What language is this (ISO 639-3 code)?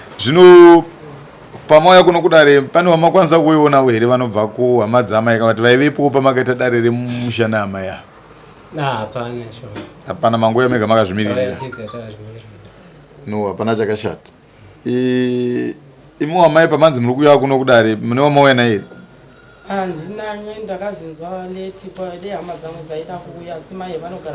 sna